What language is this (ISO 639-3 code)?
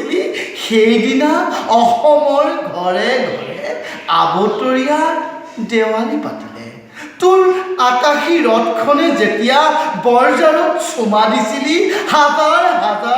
asm